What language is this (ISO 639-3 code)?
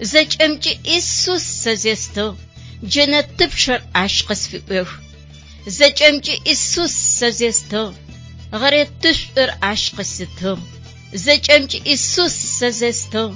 ady